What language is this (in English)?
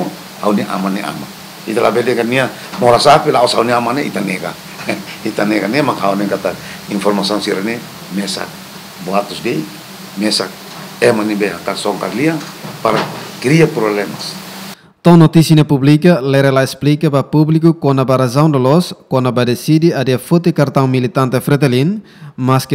Tetum